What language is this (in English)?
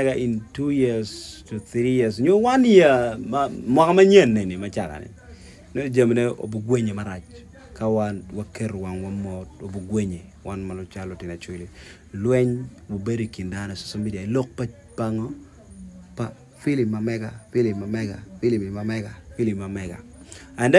Acoli